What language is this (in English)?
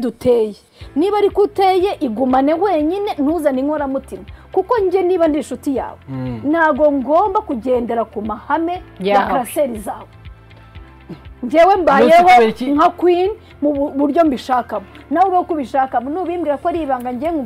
Kinyarwanda